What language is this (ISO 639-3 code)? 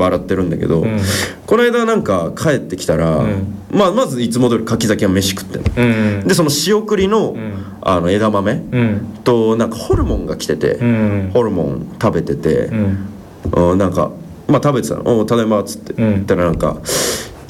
jpn